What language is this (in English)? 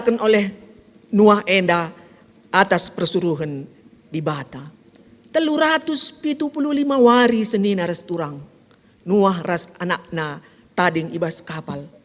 Batak Karo